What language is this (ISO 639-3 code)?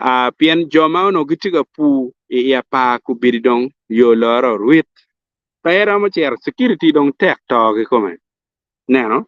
ach